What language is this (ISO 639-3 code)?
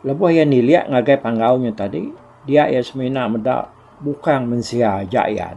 iba